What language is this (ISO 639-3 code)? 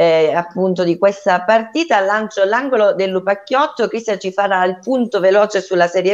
ita